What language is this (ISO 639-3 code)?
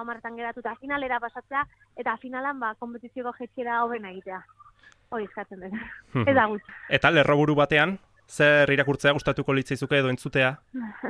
eus